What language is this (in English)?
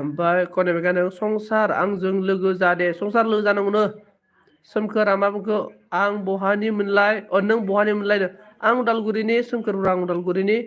Bodo